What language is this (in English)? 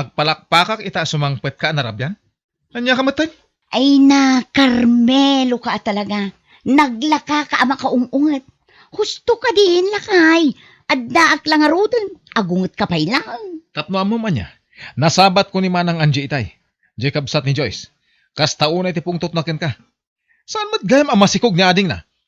Iloko